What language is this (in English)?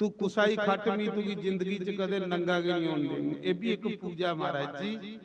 Dogri